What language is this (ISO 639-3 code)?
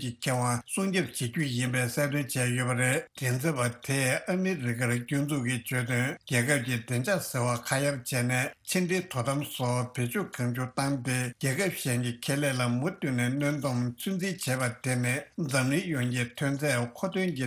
bod